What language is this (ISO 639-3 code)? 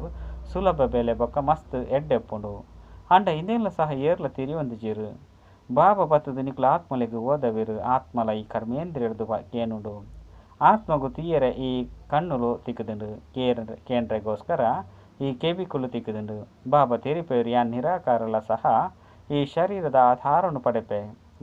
tcy